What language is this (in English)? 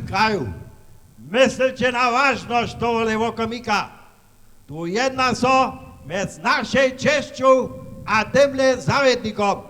Upper Sorbian